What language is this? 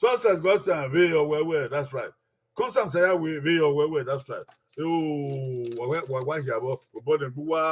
Bini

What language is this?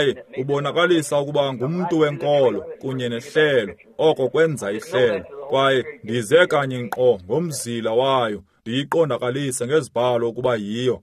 Xhosa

